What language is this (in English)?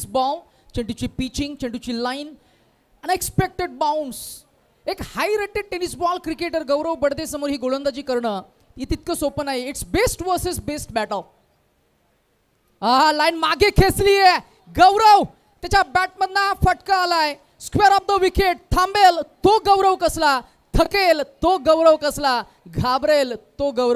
Marathi